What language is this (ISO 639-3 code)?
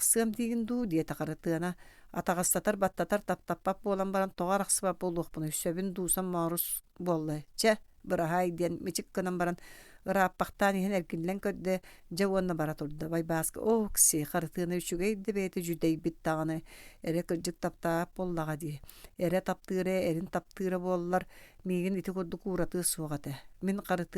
sah